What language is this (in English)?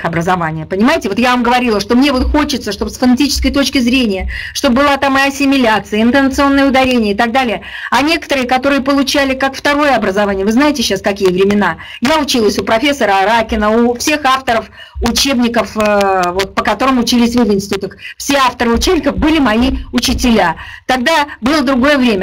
Russian